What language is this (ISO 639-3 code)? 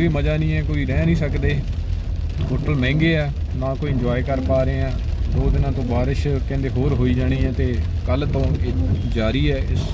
pan